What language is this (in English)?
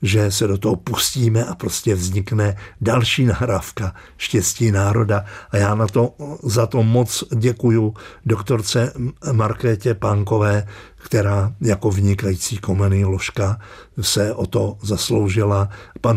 Czech